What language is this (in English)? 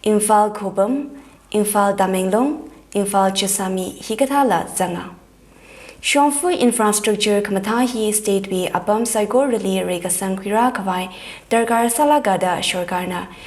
Tangkhul Naga (India)